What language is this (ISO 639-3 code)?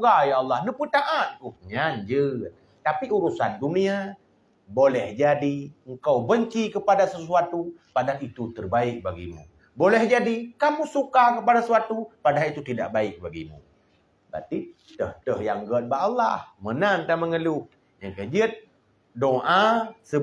ace